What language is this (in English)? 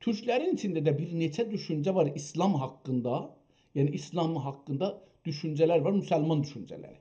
South Azerbaijani